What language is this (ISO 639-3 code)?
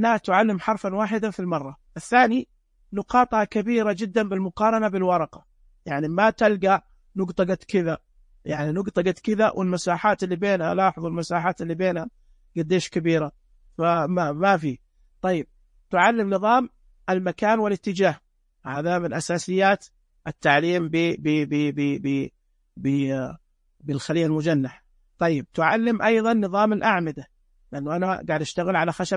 ars